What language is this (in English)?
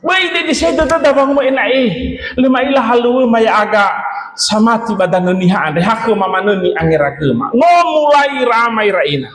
Nias